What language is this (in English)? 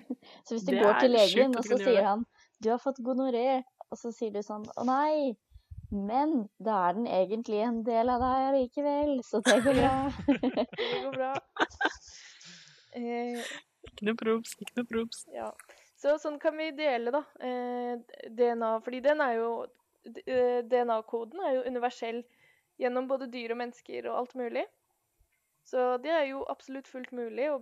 Norwegian